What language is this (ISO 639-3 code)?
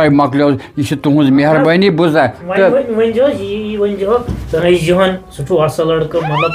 kas